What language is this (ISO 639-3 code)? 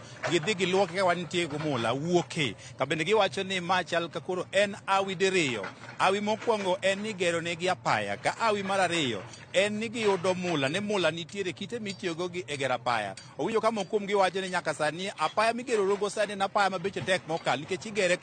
luo